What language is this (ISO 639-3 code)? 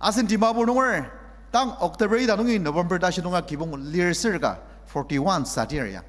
njo